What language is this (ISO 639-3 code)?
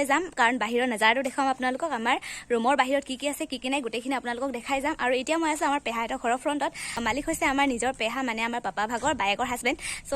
asm